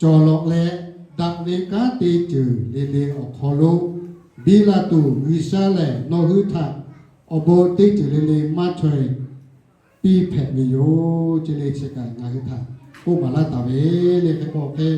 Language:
Lahu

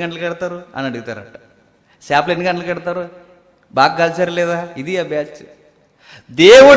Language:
Telugu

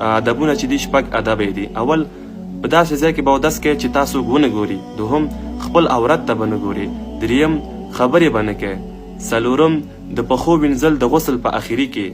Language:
Pashto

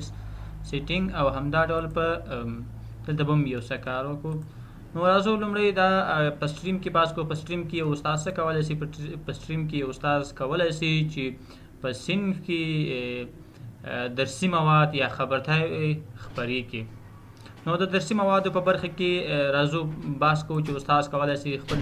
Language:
Pashto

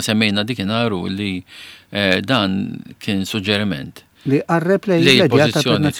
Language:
Maltese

